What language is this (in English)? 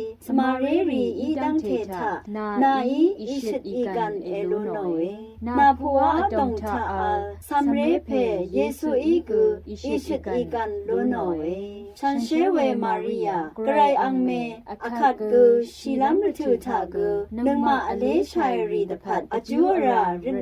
Rawang